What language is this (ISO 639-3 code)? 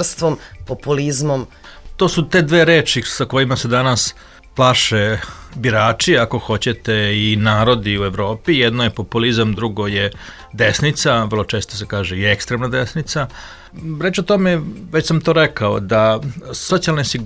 srp